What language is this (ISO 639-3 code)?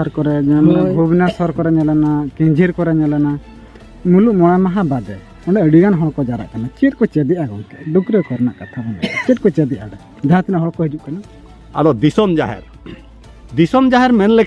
sat